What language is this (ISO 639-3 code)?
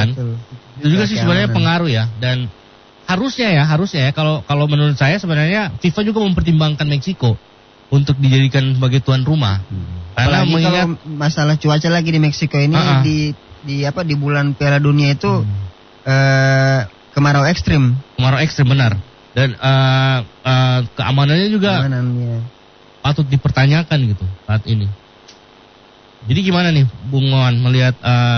ind